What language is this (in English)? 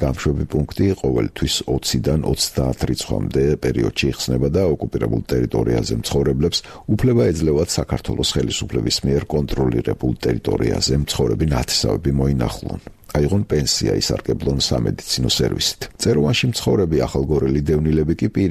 Georgian